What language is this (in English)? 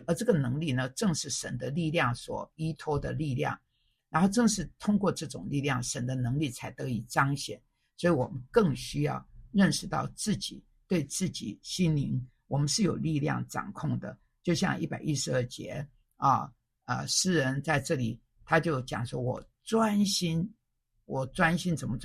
Chinese